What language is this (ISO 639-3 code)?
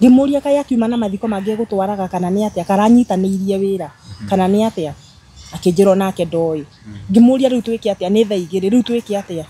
kik